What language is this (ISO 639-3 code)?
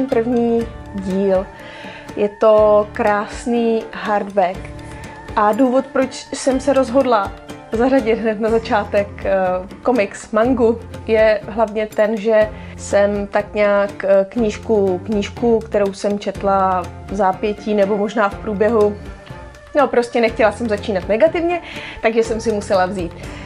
ces